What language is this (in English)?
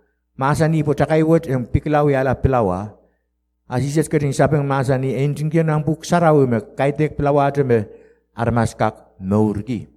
Pohnpeian